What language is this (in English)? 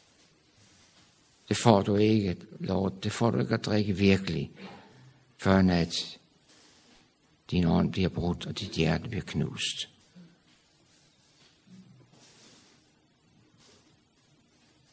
Danish